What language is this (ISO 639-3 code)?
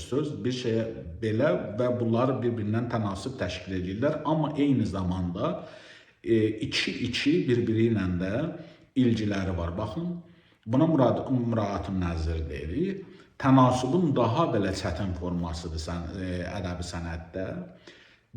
aze